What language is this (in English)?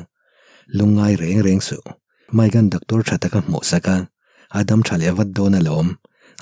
Mizo